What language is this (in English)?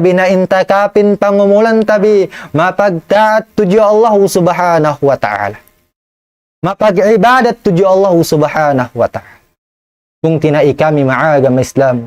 Tausug